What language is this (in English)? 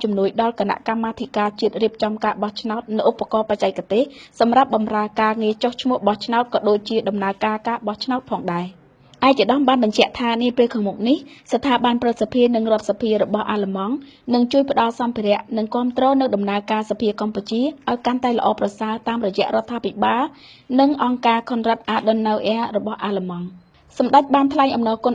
Khmer